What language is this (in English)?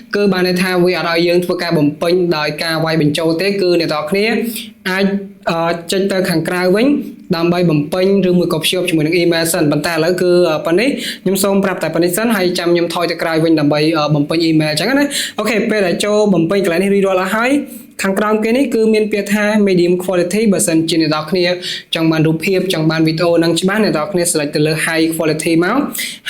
Khmer